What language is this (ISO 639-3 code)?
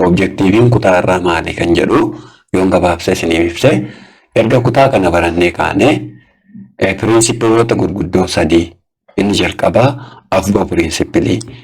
orm